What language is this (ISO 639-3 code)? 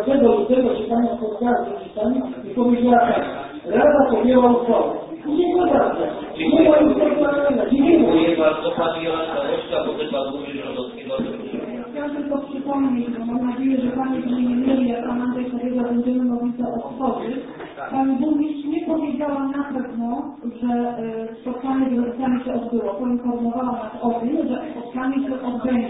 pol